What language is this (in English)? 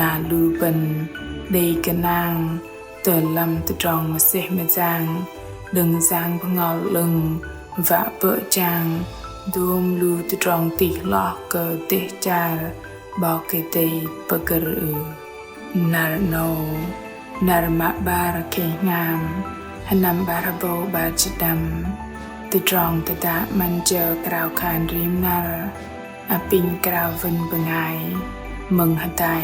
Bahnar